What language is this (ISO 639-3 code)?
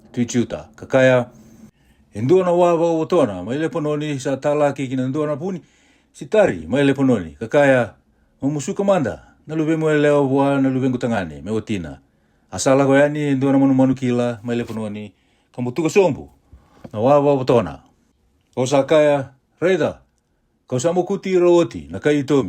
fij